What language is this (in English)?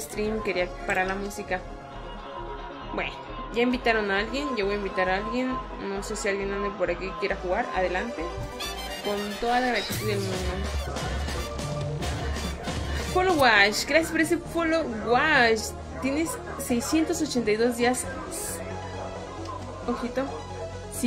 Spanish